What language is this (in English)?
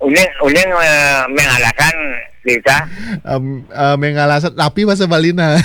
Balinese